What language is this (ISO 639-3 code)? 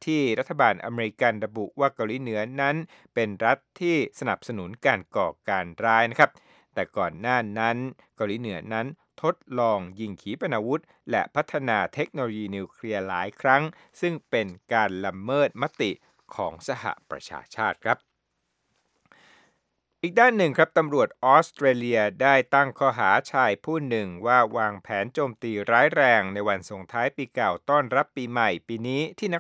tha